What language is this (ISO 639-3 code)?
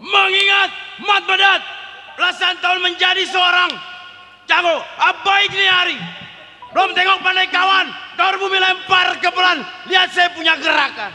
bew